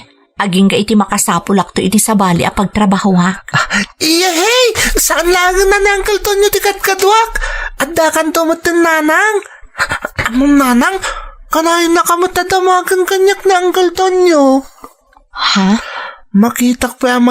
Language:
Iloko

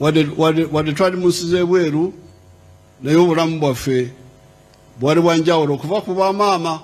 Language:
Ganda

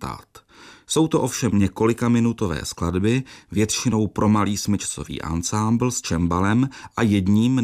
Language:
Czech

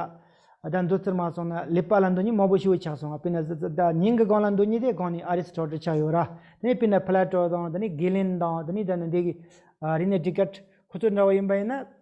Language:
Tibetan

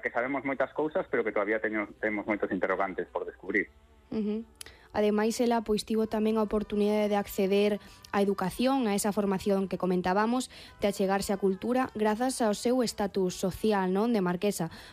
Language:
Galician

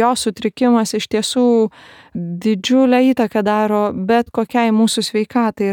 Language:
Lithuanian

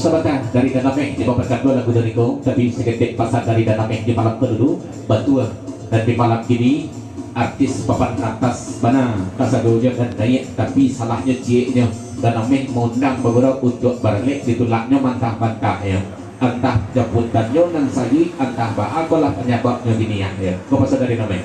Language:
Minangkabau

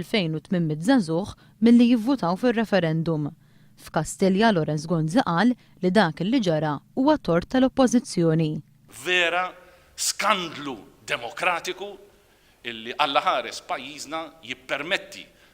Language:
Maltese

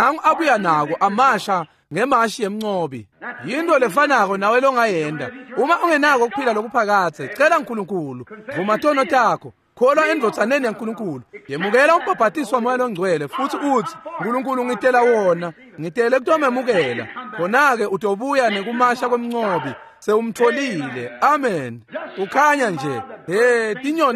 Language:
Swati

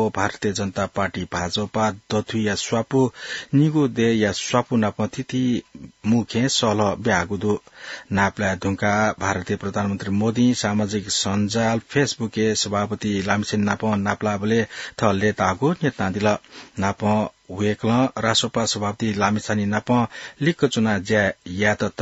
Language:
Newari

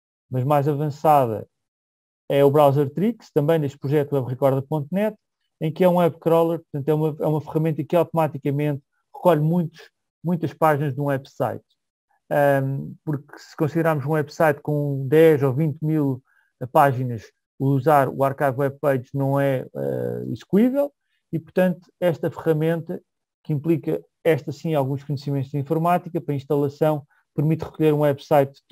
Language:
Portuguese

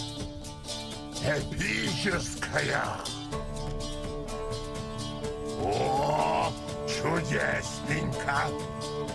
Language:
Russian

